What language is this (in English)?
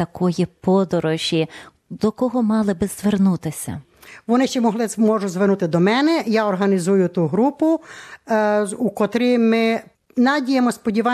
Ukrainian